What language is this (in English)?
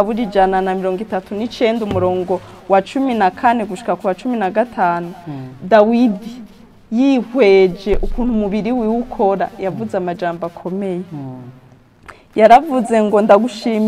Rundi